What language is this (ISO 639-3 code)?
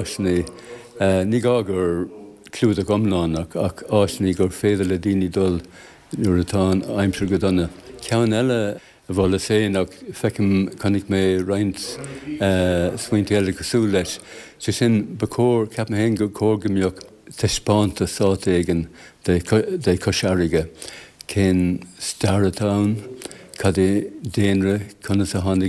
gle